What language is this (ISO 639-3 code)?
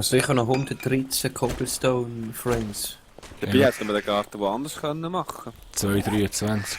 gsw